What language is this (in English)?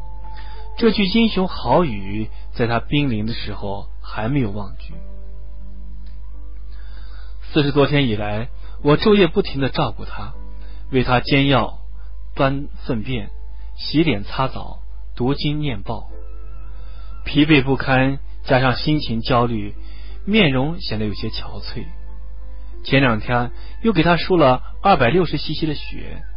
Chinese